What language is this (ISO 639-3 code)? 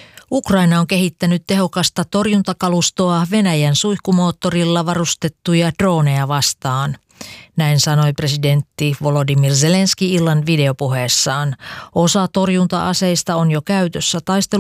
fin